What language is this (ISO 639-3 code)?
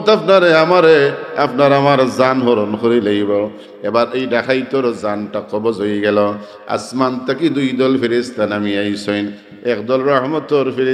syl